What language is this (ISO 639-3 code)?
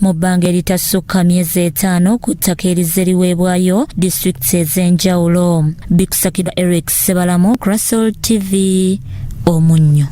lug